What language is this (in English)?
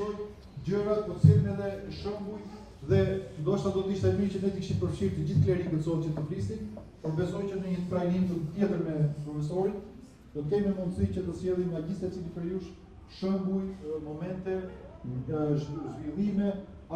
Albanian